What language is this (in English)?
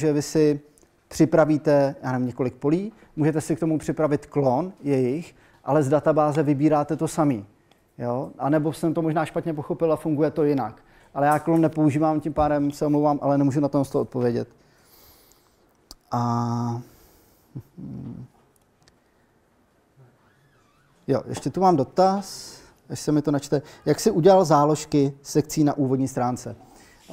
Czech